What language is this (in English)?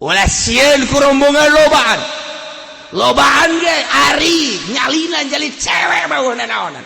Sundanese